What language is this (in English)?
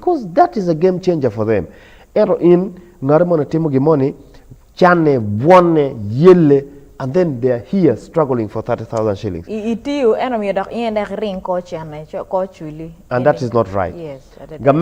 Acoli